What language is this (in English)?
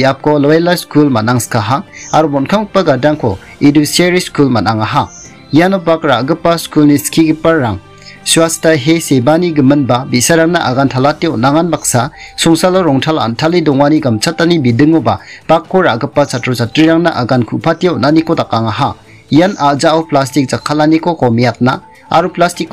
Garo